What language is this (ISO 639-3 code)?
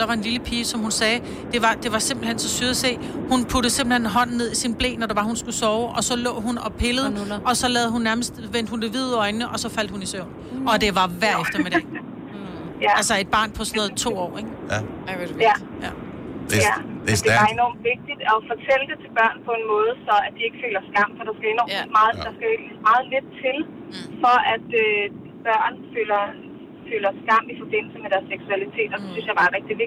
dan